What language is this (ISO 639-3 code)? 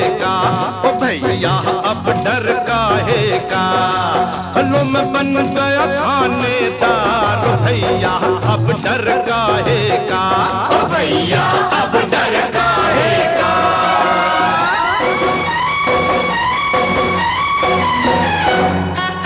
hin